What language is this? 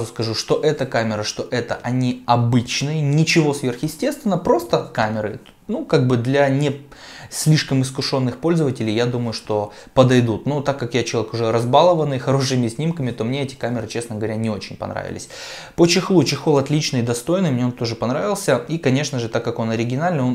Russian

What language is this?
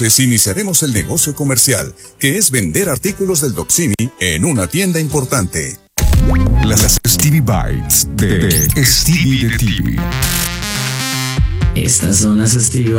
Spanish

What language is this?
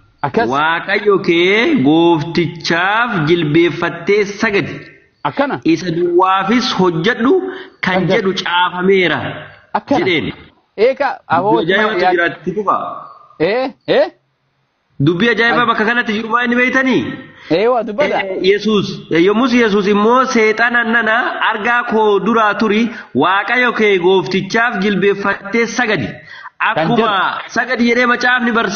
Oromo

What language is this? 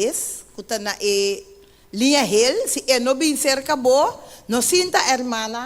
Papiamento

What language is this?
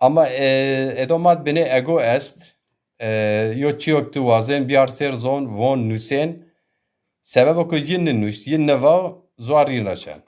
Zaza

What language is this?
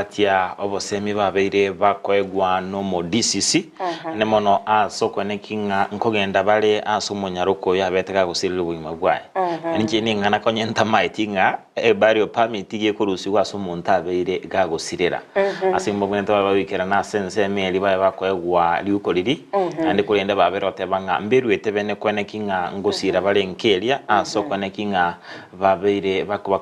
Gusii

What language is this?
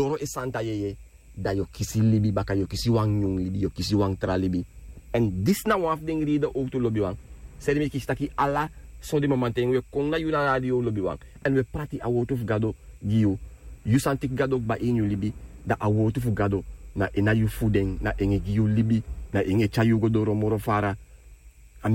Sranan Tongo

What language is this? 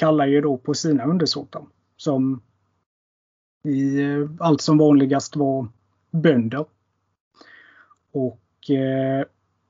Swedish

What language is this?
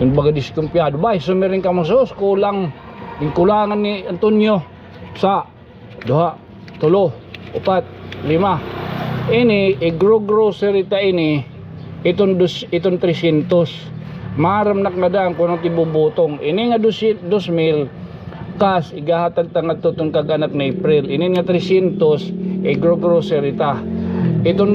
Waray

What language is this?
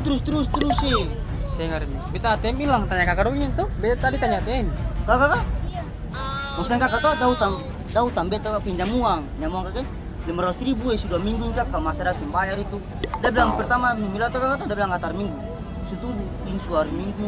Ambonese Malay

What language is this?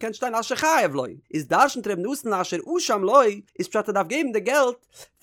Yiddish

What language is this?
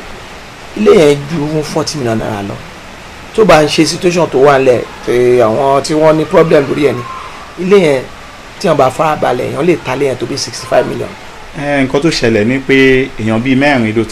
Yoruba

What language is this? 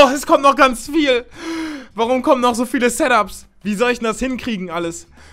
German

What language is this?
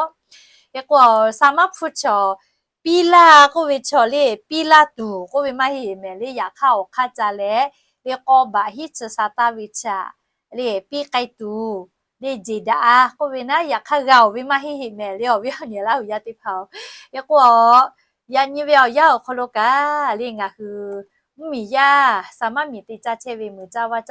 Lahu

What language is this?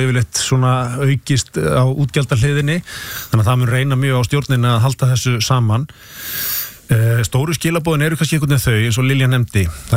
Icelandic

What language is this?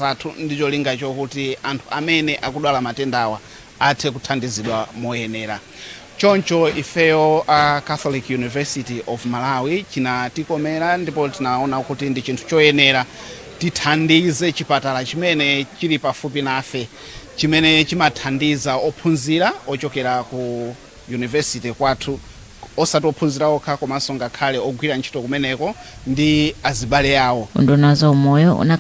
Nyanja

